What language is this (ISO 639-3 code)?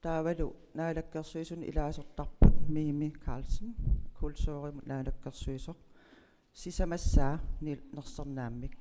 kal